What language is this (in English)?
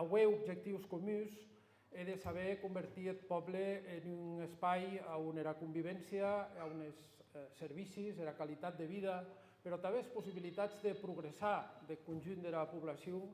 Occitan